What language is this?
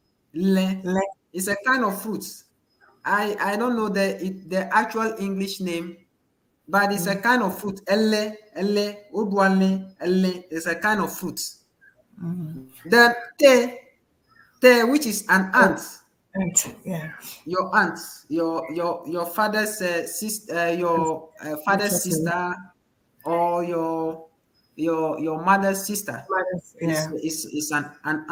Ewe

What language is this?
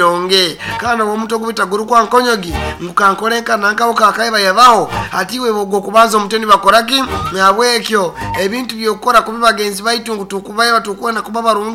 Nyoro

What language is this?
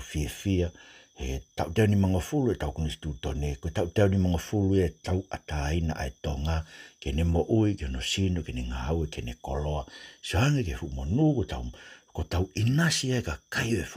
Tongan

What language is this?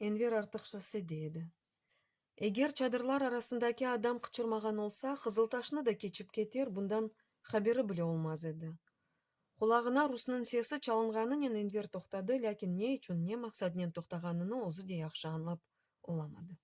Crimean Tatar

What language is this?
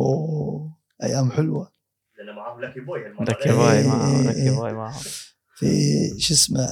Gulf Arabic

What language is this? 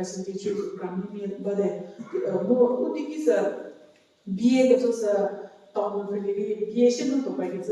Angami Naga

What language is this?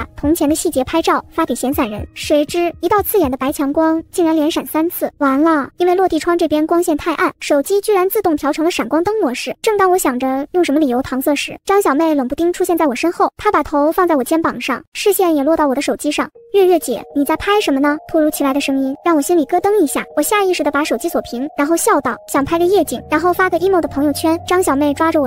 Chinese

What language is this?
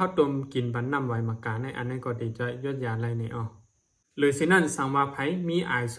Shan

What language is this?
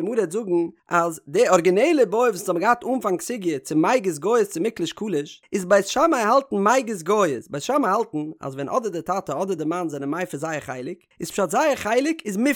Yiddish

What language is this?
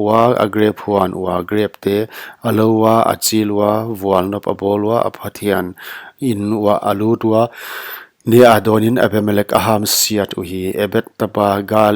Paite Chin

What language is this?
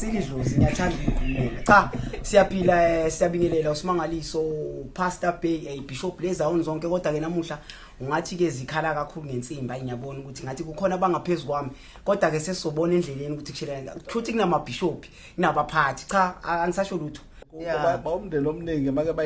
Zulu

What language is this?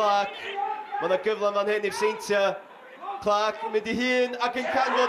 Welsh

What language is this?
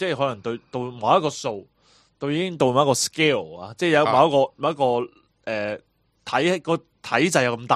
Cantonese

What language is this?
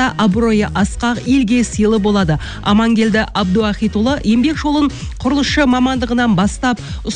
Kazakh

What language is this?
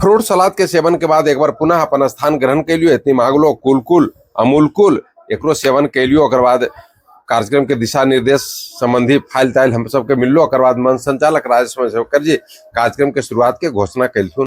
Magahi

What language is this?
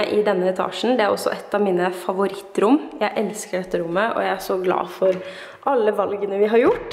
Norwegian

